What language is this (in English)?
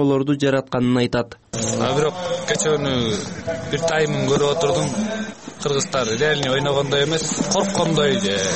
Kyrgyz